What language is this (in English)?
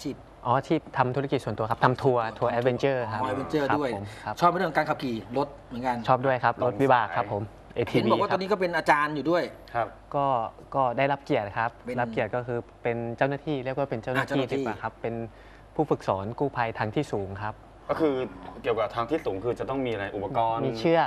Thai